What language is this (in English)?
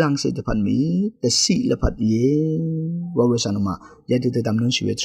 Rawang